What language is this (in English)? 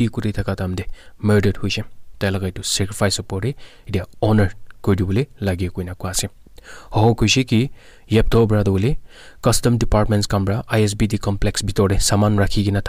Naga Pidgin